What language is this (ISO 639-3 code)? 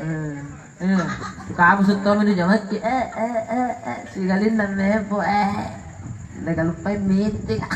mak